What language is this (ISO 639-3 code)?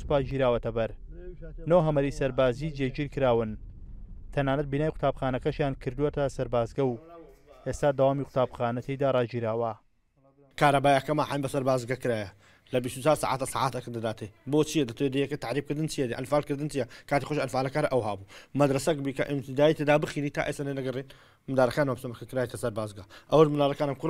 ckb